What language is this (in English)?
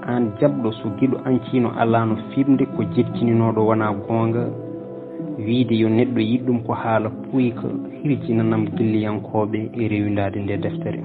Fula